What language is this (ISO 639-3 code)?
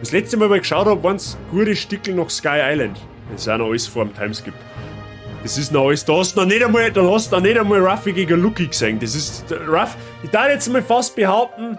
bar